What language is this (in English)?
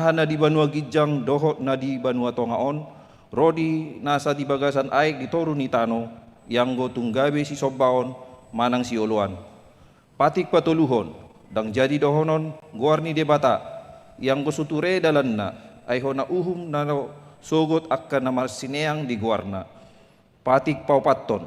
Batak Toba